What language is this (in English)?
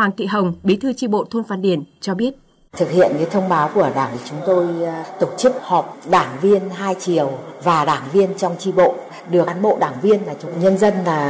Vietnamese